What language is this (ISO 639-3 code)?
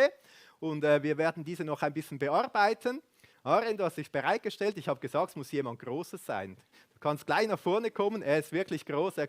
gsw